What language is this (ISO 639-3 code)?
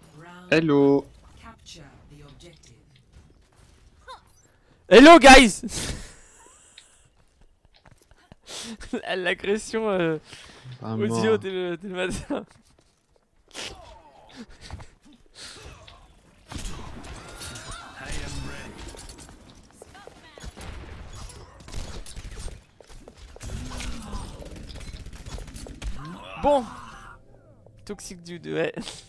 fra